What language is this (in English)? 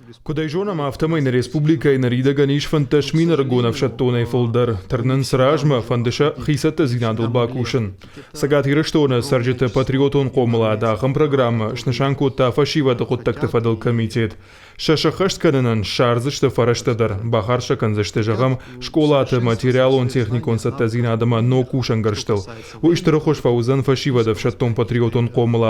Ossetic